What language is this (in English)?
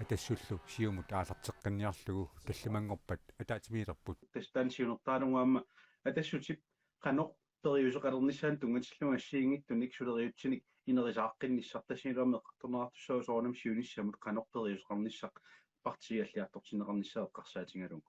Kalaallisut